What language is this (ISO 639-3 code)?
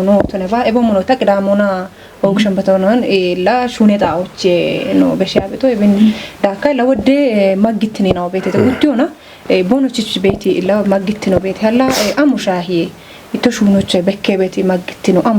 kbr